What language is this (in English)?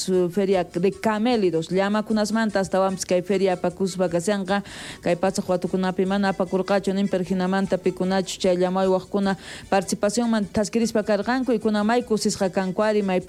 South Bolivian Quechua